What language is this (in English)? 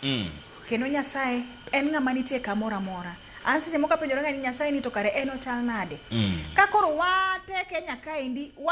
Luo (Kenya and Tanzania)